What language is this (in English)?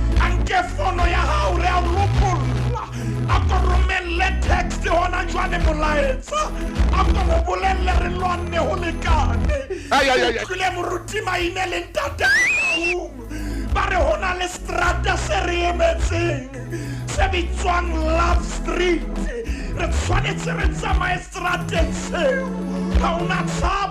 Southern Sotho